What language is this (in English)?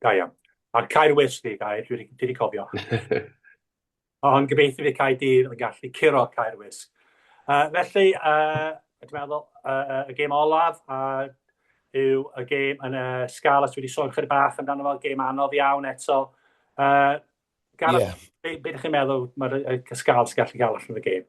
Welsh